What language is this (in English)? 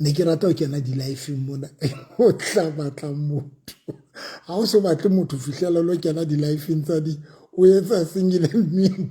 Southern Sotho